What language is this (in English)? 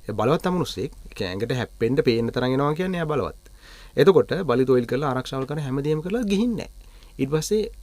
Sinhala